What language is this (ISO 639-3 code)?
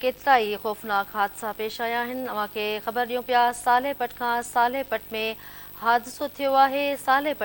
snd